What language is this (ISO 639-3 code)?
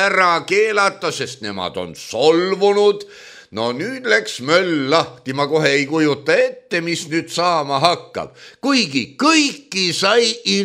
est